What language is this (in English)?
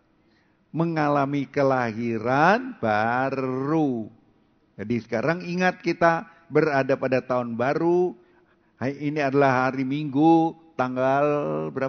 Indonesian